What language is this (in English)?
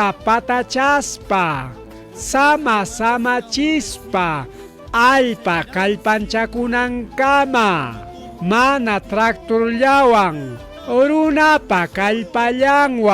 Ayacucho Quechua